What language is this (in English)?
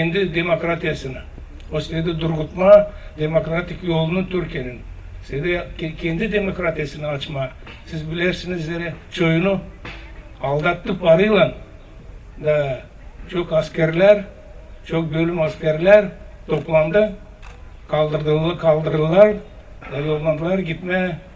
Gagauz